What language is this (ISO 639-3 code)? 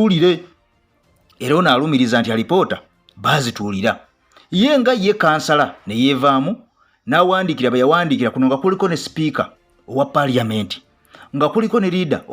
lug